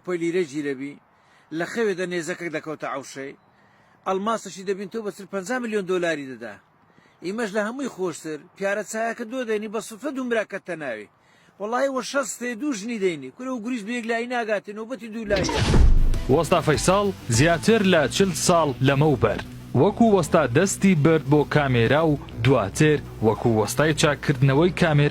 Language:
Central Kurdish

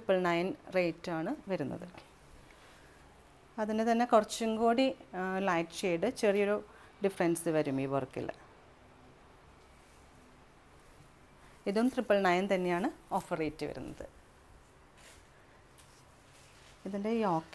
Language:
Malayalam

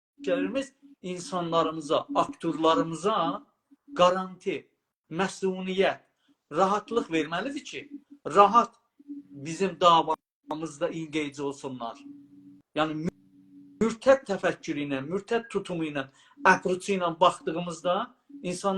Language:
South Azerbaijani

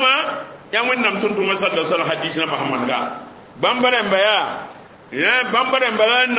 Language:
Mossi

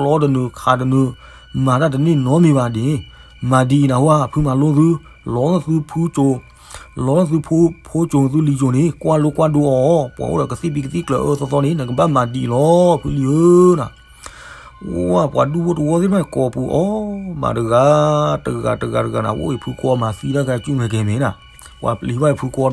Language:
S'gaw Karen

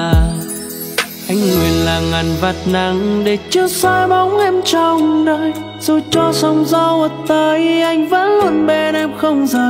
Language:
Vietnamese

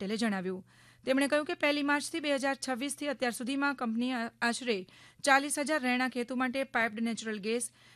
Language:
Gujarati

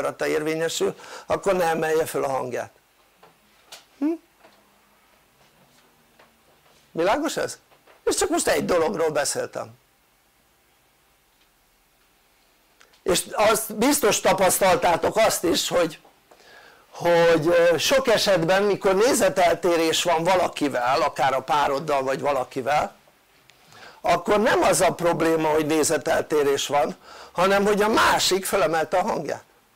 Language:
Hungarian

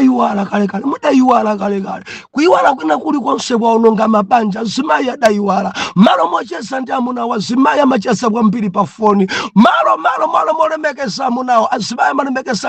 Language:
Nyanja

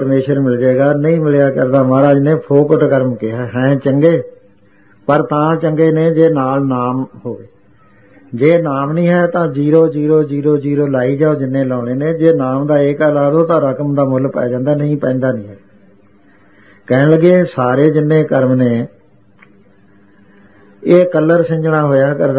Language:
Punjabi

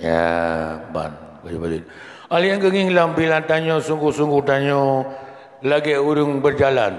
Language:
Achinese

